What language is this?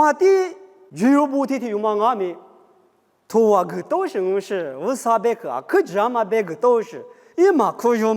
Lisu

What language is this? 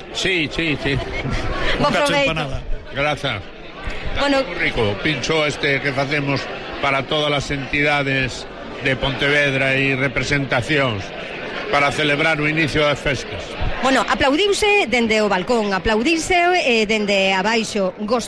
Galician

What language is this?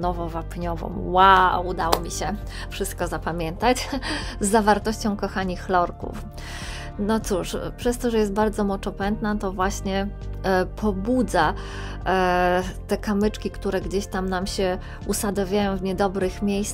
Polish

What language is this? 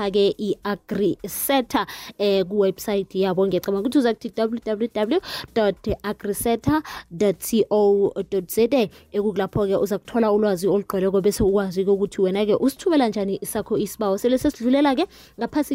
South Ndebele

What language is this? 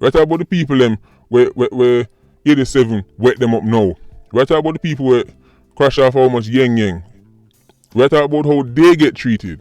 Jamaican Creole English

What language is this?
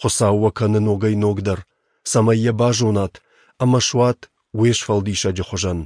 Ossetic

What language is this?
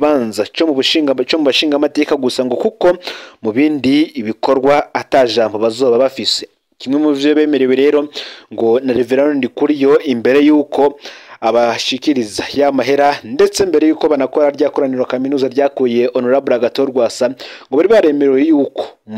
Rundi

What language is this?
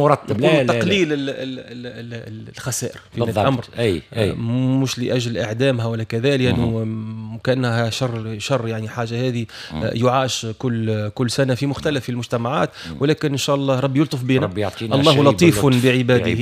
Tunisian Arabic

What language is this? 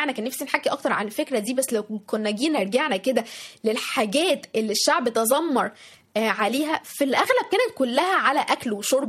Egyptian Arabic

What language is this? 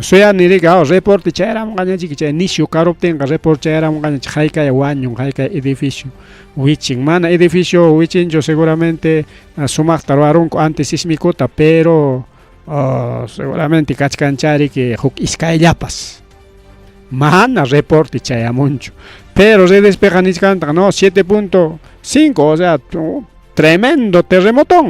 Ayacucho Quechua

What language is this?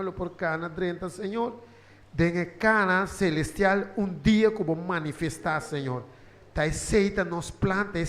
Papiamento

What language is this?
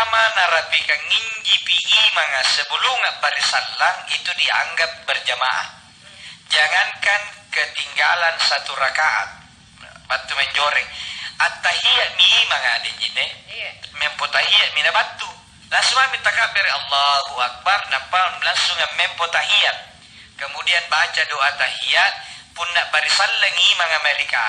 Makasar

